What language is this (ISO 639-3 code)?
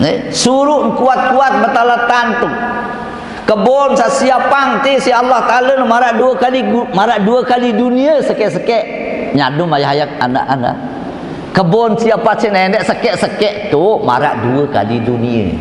sas